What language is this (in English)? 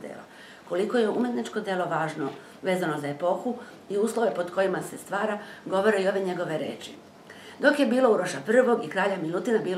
Serbian